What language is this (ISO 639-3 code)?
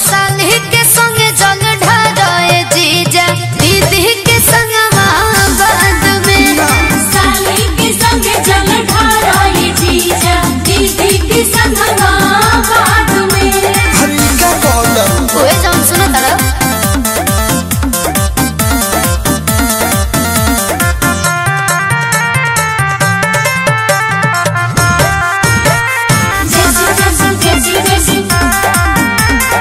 bho